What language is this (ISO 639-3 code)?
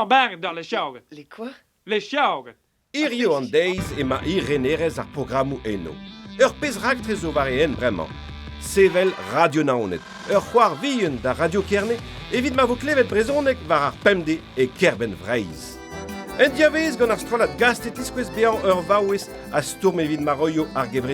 bre